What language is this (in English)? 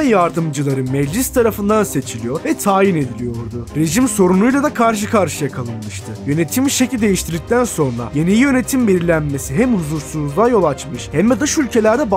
Turkish